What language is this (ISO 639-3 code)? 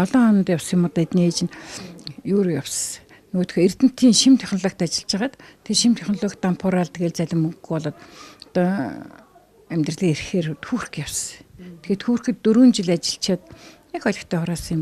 mon